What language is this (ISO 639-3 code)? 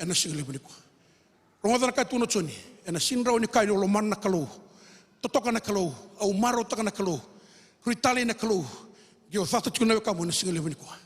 fij